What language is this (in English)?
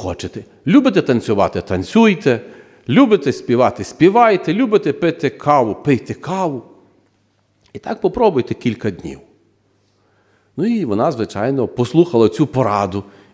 Ukrainian